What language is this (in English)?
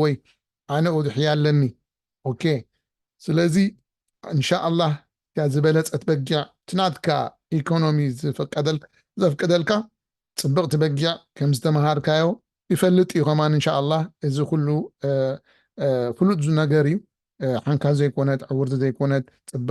Tigrinya